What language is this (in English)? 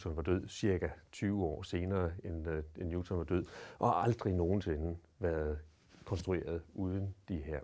Danish